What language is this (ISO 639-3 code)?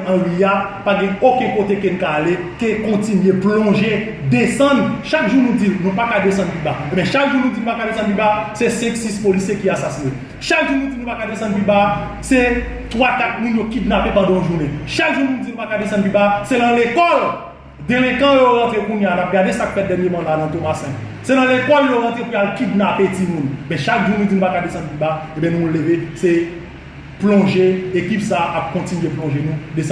hat